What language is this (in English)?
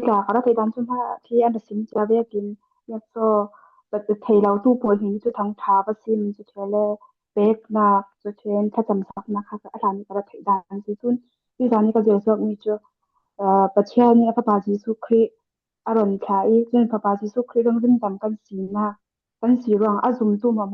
Falam Chin